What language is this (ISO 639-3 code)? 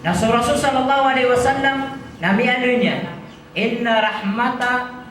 mrw